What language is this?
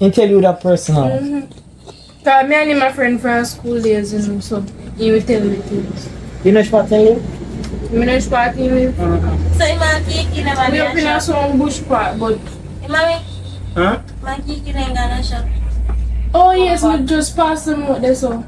Jamaican Creole English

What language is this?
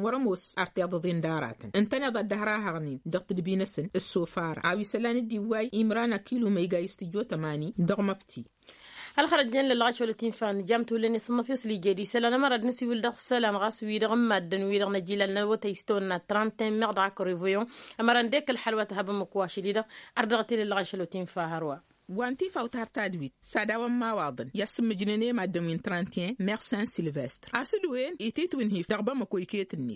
Tamasheq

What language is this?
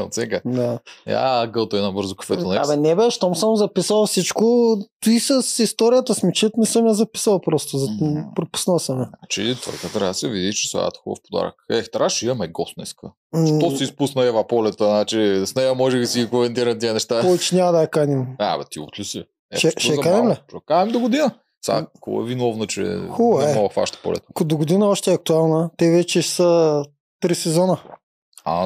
Bulgarian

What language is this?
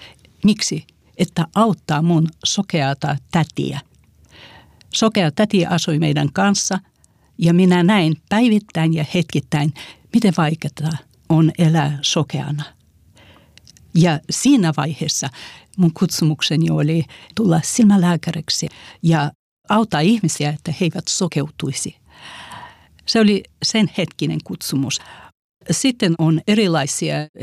Finnish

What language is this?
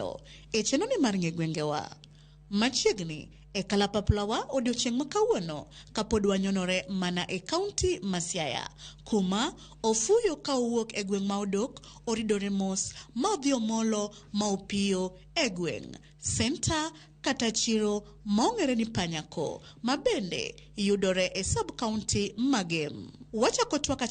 Luo (Kenya and Tanzania)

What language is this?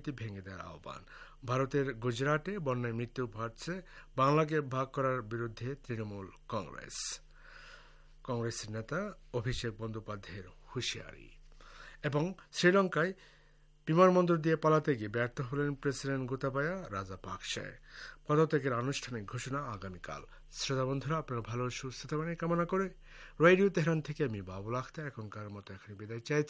Bangla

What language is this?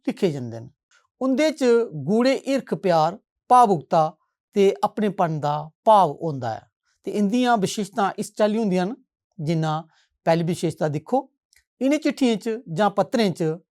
Dogri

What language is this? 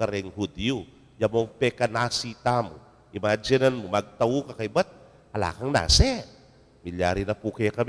Pampanga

